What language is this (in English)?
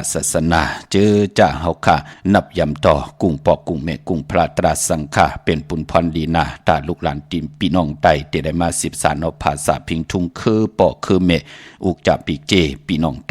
Shan